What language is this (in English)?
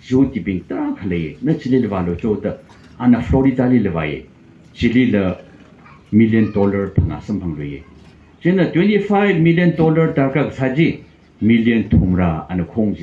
Tangkhul Naga (India)